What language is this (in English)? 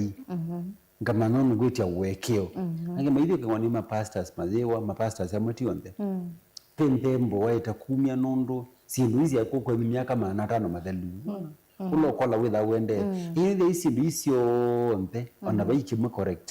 Kamba